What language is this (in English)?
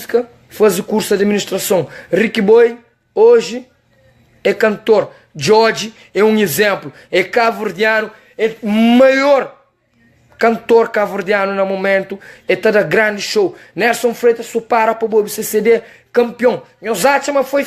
Kabuverdianu